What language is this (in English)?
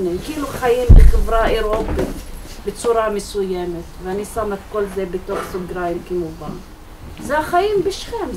Hebrew